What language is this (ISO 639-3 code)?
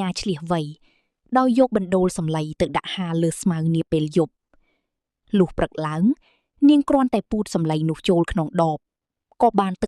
khm